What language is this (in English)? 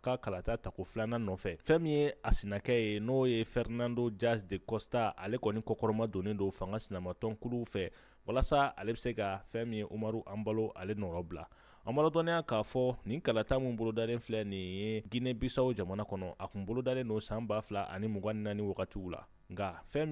Bambara